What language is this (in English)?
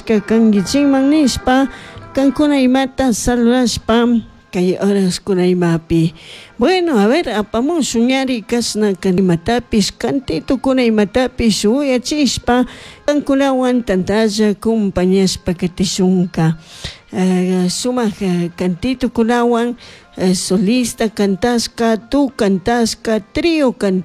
Chimborazo Highland Quichua